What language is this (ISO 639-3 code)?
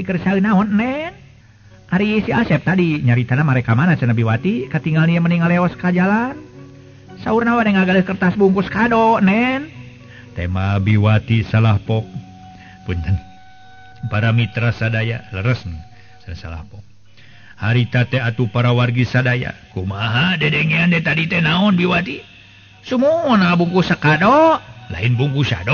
sun